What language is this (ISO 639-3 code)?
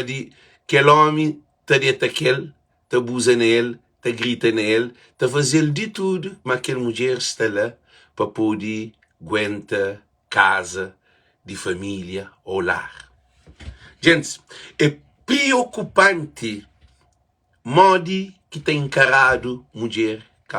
kea